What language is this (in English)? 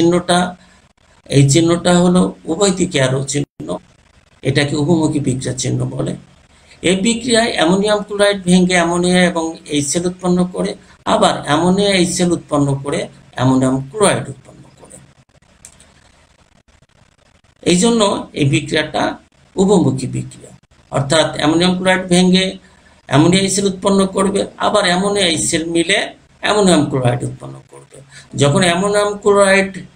Bangla